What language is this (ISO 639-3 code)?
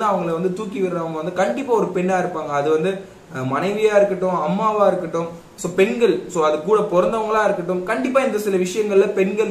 tam